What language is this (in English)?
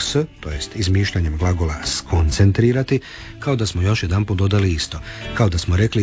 Croatian